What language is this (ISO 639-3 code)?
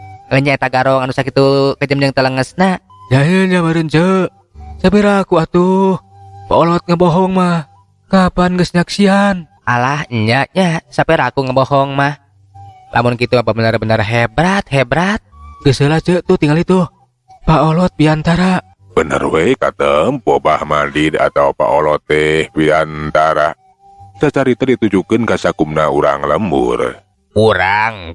sun